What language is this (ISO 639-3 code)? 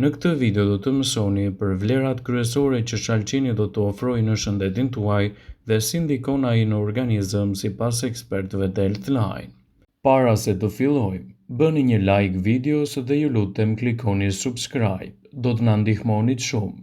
sqi